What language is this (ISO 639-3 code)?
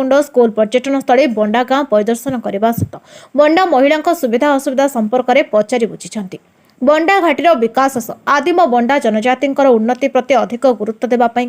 ori